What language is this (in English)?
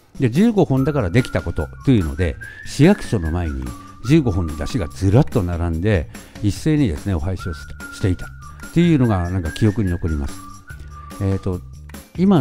Japanese